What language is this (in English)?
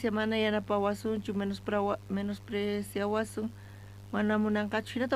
South Bolivian Quechua